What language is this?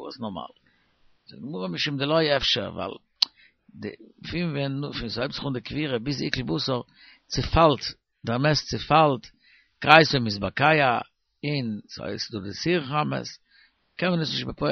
Yiddish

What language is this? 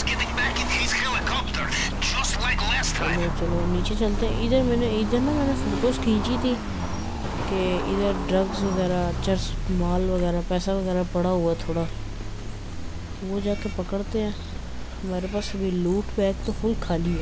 Hindi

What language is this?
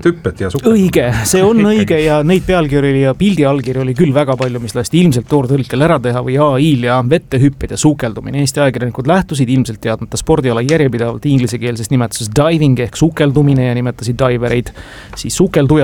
Estonian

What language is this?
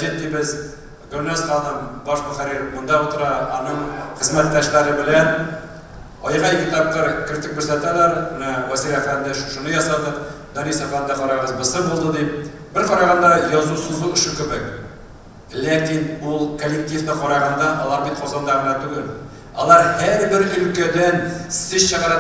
Tatar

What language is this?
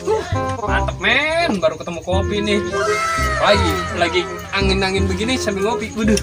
Betawi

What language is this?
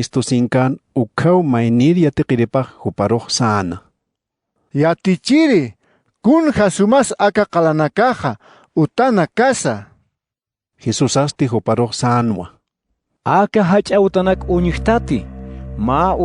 Aymara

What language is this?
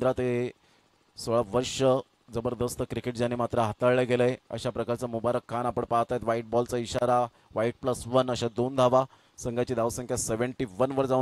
Marathi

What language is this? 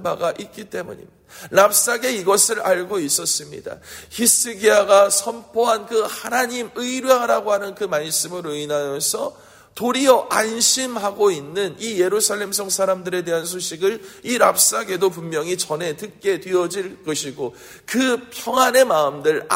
Korean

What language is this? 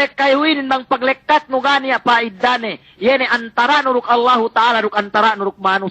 Yakan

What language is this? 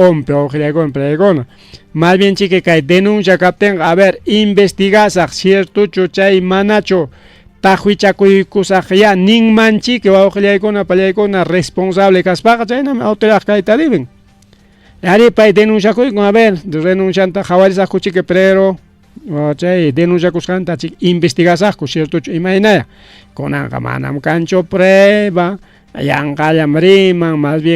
Ayacucho Quechua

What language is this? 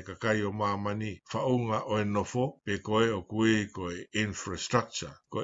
Tongan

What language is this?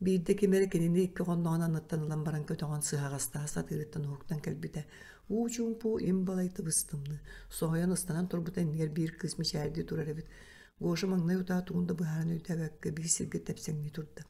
Yakut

